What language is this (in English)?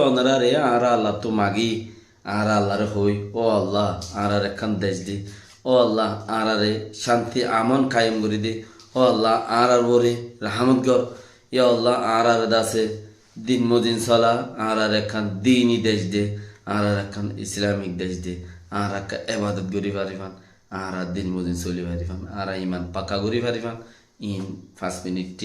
Rohingya